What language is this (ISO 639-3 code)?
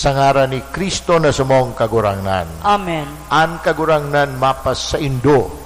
bik